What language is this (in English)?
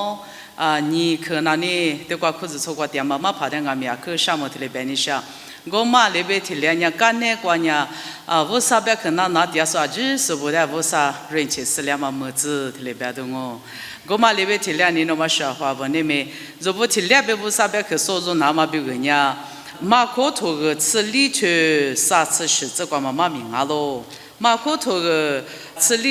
Lisu